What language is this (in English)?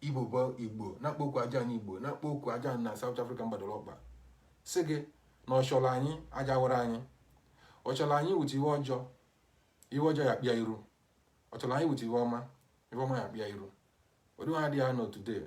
Igbo